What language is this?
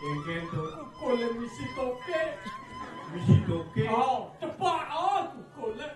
Balinese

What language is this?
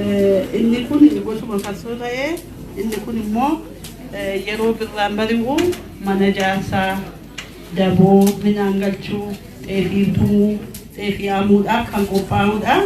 Oromo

